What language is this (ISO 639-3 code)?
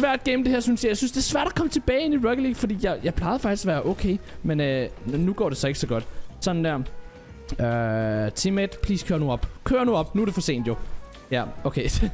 dan